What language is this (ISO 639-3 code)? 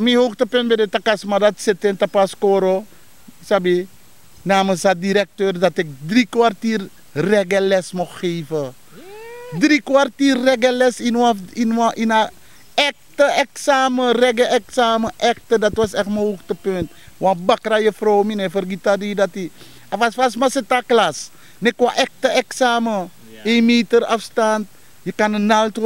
srn